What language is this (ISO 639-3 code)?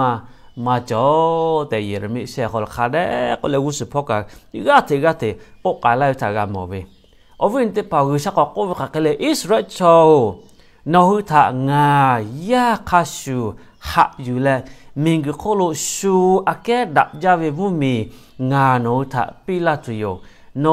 lhu